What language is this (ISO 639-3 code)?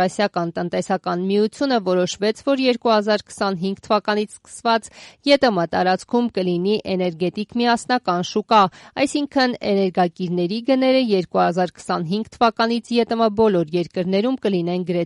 hye